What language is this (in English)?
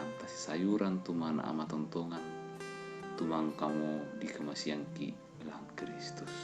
Toraja-Sa'dan